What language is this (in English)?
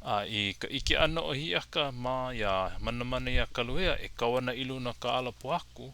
Hawaiian